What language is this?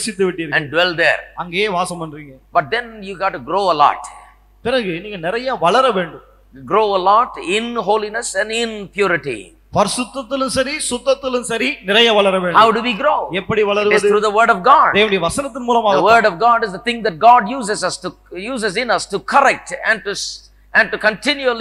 Tamil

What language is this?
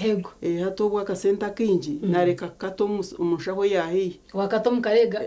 Nyankole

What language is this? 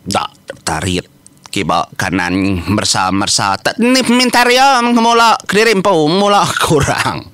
Iban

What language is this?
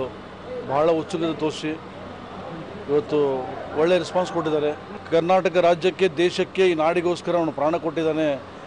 Kannada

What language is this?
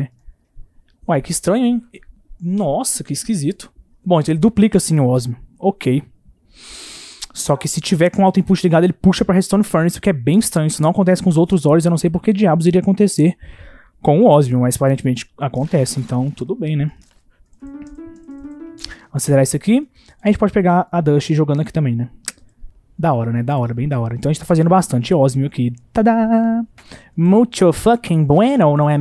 Portuguese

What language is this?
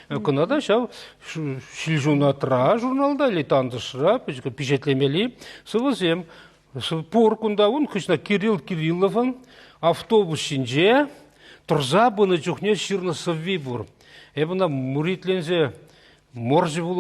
Chuvash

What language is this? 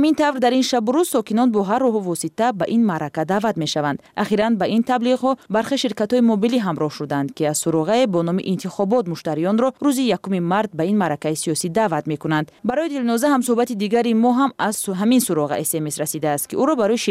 Persian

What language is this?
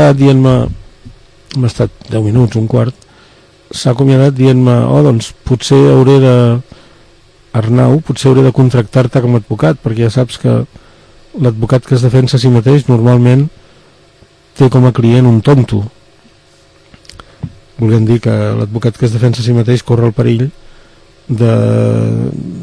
Catalan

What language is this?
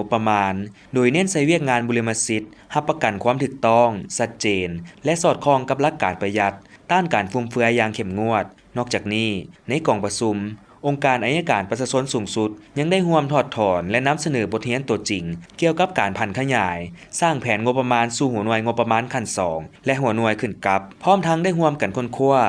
Lao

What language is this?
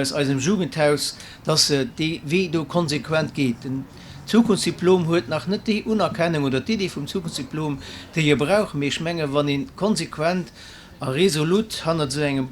Luxembourgish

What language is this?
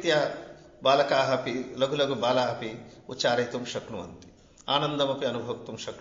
Sanskrit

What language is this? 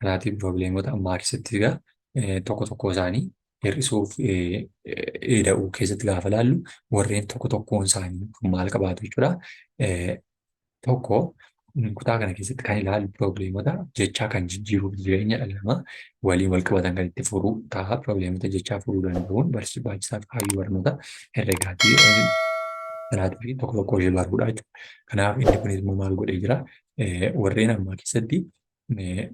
Oromo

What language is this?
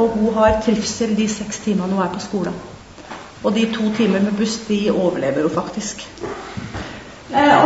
Norwegian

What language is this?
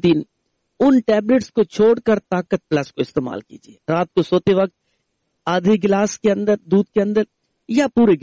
Urdu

